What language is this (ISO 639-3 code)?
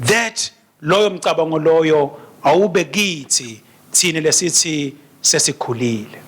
ssw